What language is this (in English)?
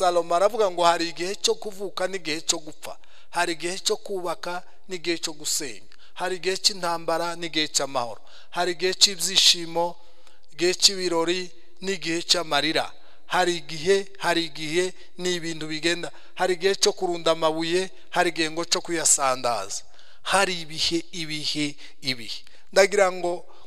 Kinyarwanda